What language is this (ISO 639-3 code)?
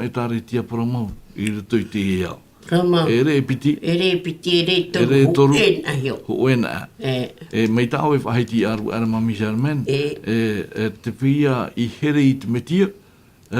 tah